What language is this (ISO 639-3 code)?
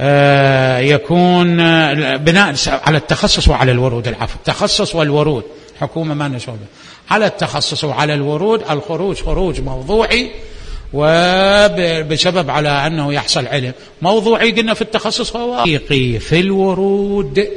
acm